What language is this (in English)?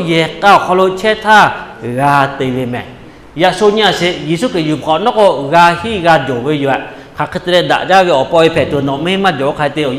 Lahu